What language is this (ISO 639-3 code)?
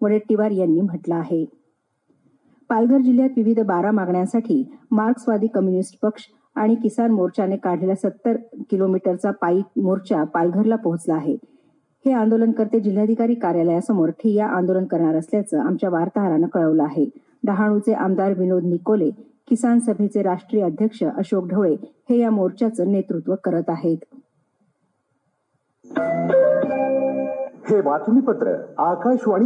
mar